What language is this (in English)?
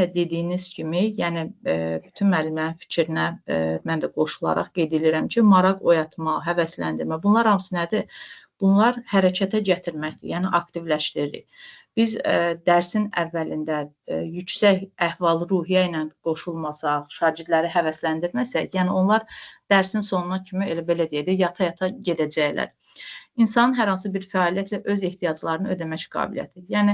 Azerbaijani